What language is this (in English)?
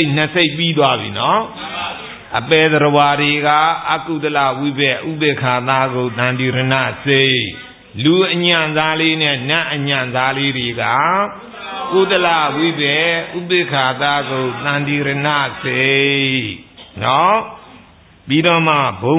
Burmese